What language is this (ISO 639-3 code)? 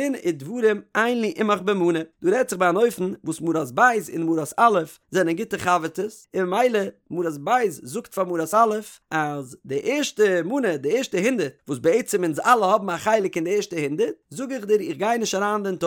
yid